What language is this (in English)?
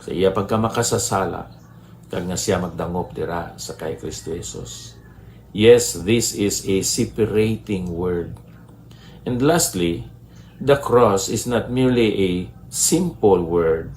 Hiligaynon